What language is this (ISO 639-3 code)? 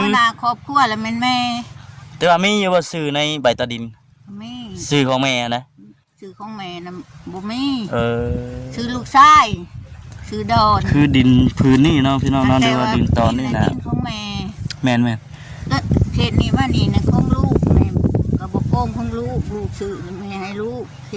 lao